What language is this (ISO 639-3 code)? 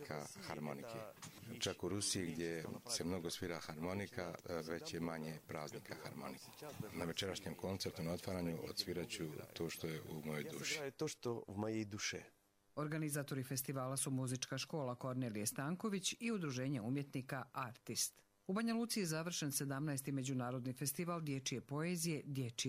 hrv